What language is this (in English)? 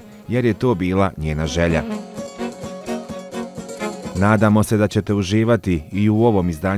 Bosnian